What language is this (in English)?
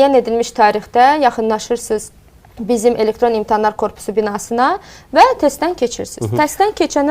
Azerbaijani